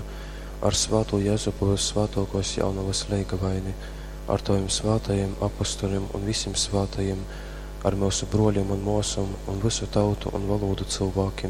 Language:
Latgalian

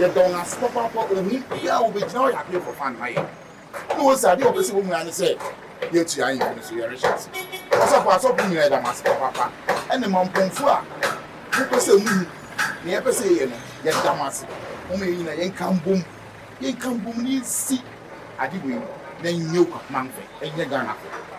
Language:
Akan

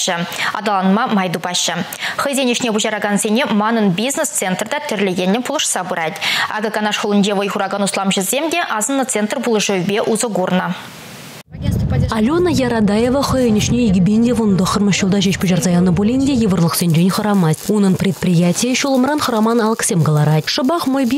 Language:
Chuvash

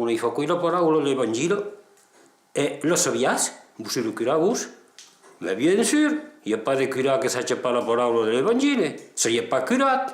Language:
Occitan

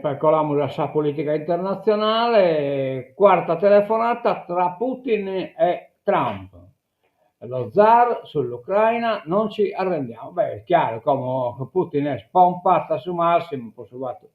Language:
Sardinian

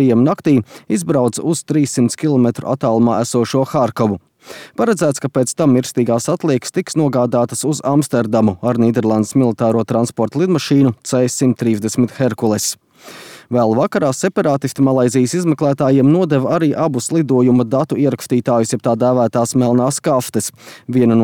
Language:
Latvian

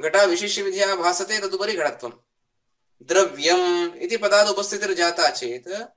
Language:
Sanskrit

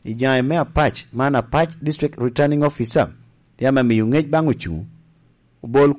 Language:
Lango (Uganda)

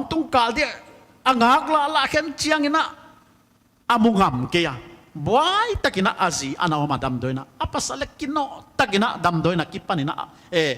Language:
Paite Chin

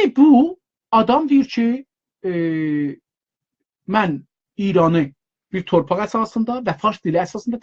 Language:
South Azerbaijani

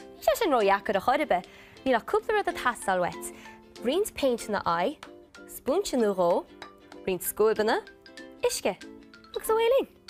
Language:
Irish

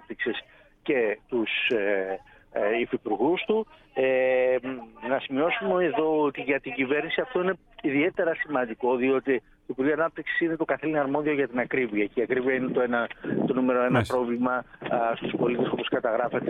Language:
Greek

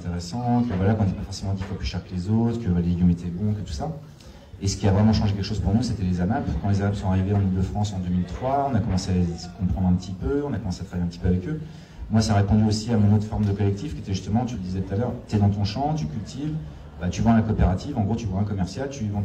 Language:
French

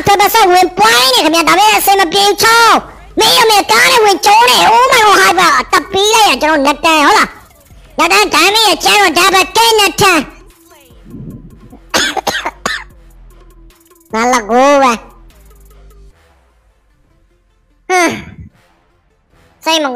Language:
Burmese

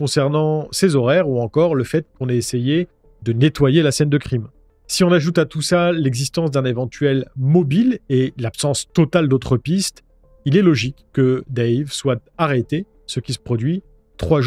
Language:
French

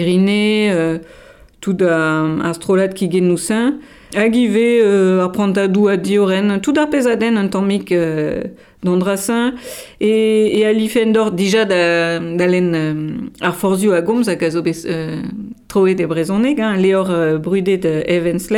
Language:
Breton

